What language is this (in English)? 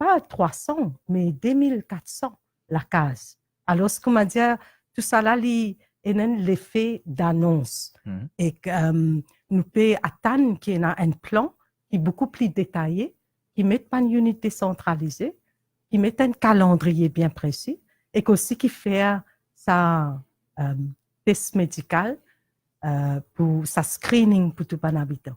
Morisyen